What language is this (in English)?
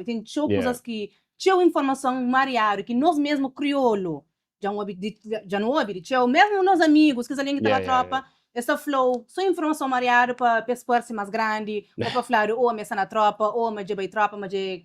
Kabuverdianu